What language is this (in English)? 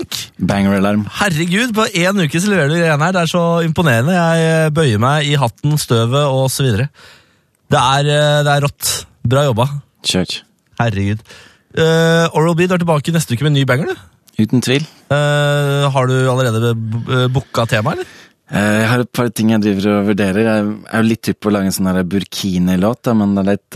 Norwegian